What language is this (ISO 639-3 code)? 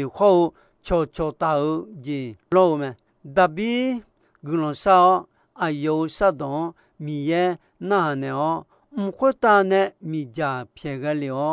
ahk